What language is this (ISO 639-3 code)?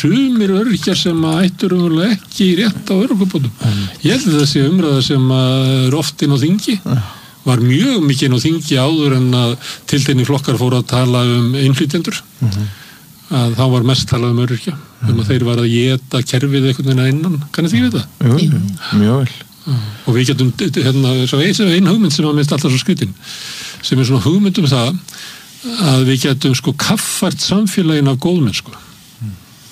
isl